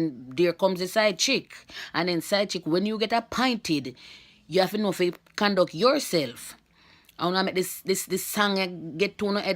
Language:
Jamaican Creole English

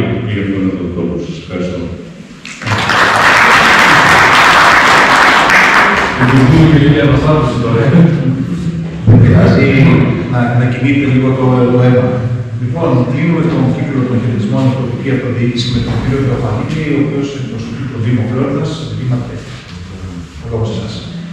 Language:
Greek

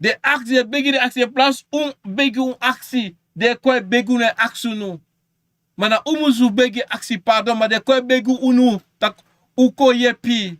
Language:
Sranan Tongo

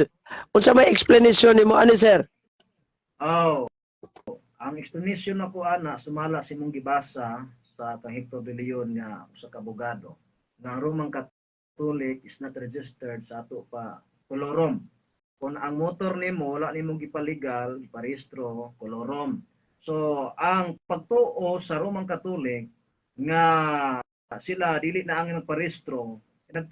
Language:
Cebuano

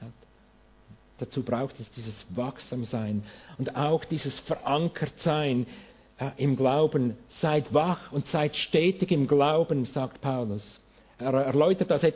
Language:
German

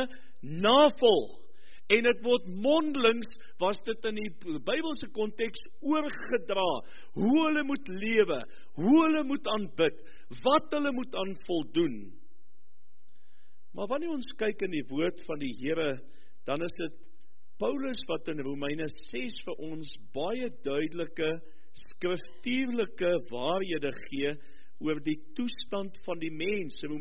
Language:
Afrikaans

